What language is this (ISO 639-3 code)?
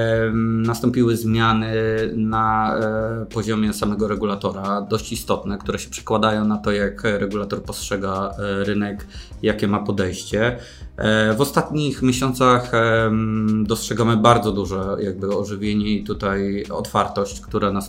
pol